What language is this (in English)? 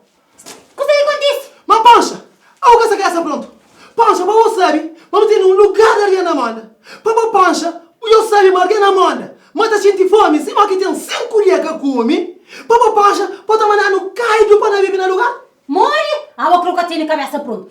Kabuverdianu